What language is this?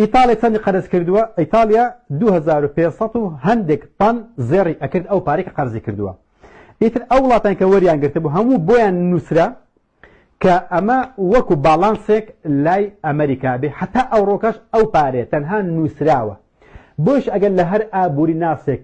Central Kurdish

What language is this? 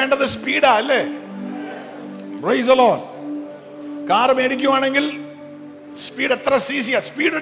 Malayalam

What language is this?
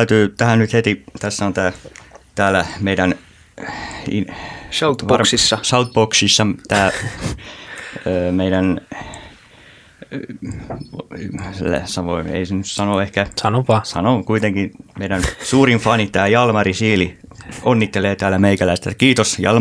Finnish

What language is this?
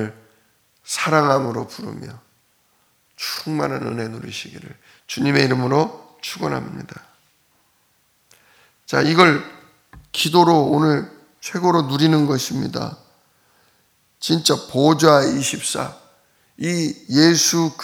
Korean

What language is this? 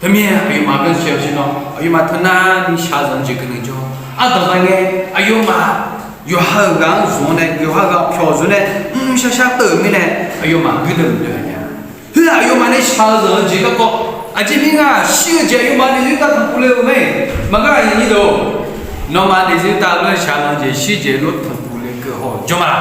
Akha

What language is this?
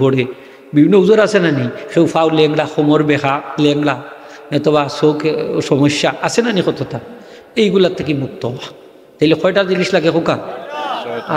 Sylheti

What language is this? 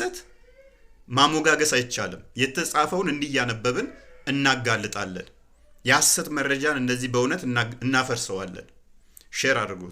Amharic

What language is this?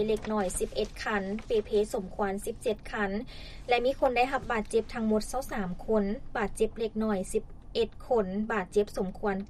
Lao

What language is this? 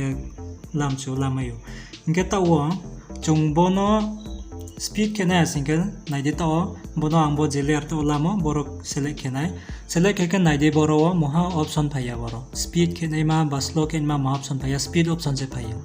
Riang (India)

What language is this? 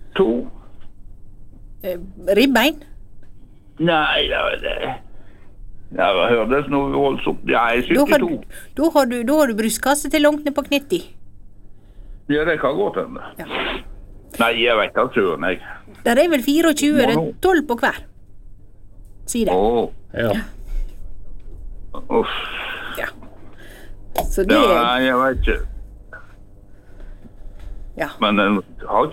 Norwegian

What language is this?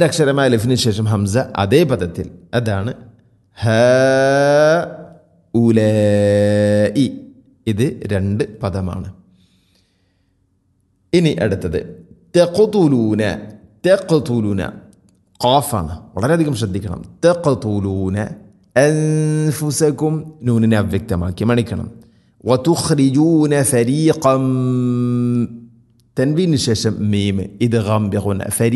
Malayalam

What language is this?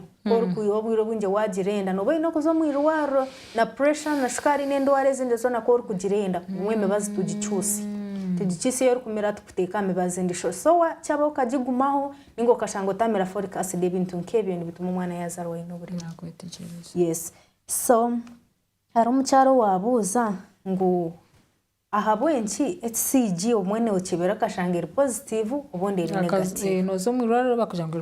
Nyankole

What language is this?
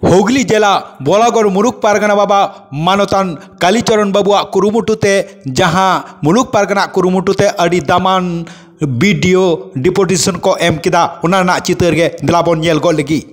Santali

